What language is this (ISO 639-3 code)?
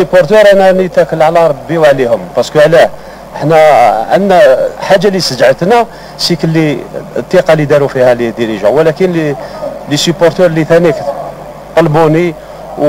arq